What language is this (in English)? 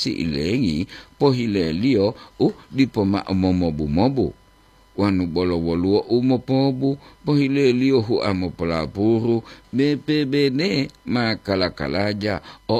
Gorontalo